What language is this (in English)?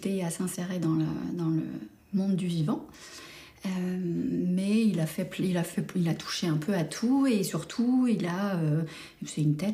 French